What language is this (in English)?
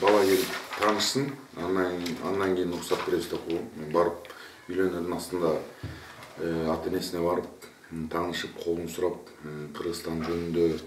Kyrgyz